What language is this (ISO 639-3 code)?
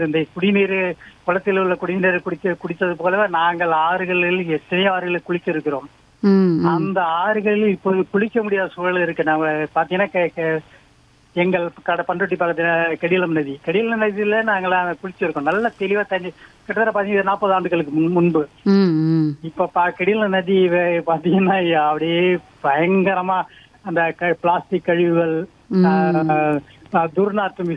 tam